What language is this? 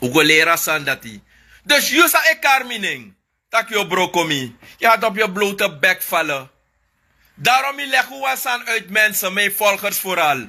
Sranan Tongo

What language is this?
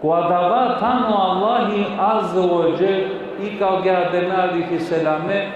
Balkan Romani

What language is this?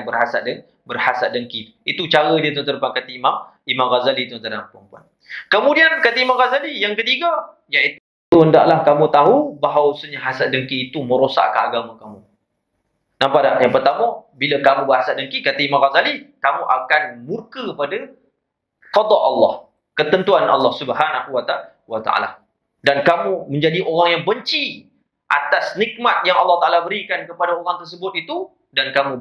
Malay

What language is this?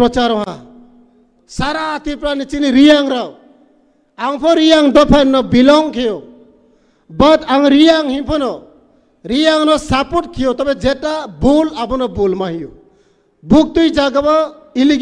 Riang (India)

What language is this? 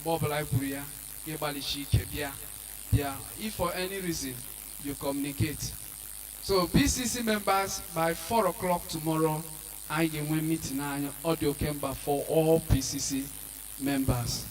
Igbo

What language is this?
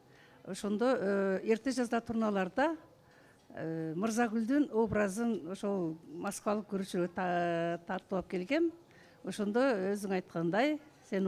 Kyrgyz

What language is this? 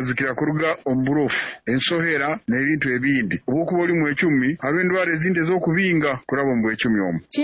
Nyoro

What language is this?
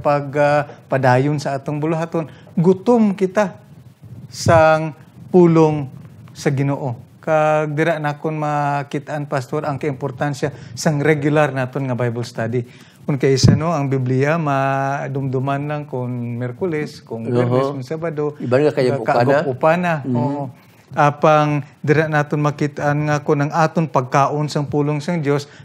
Hiligaynon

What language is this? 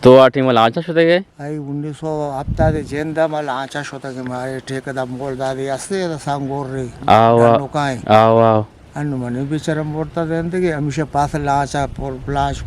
Eastern Balochi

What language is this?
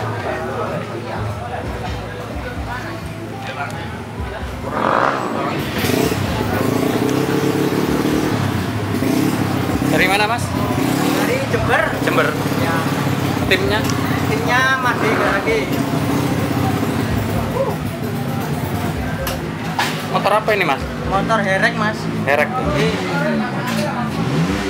Indonesian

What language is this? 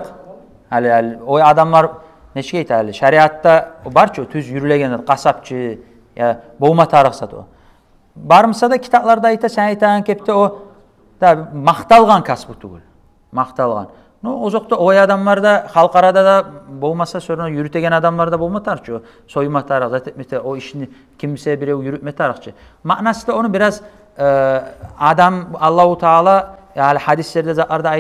Kumyk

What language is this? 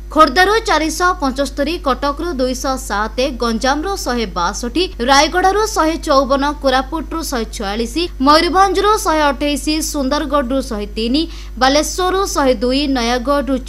Odia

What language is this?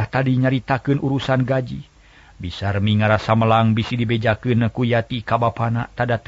Sundanese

